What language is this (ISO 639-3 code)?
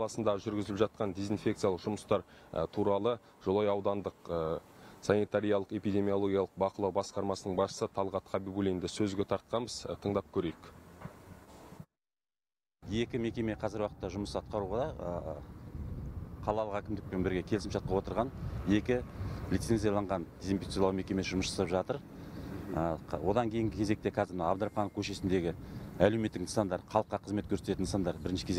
kaz